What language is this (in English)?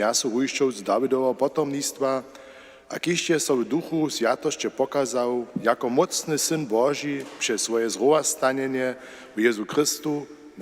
Upper Sorbian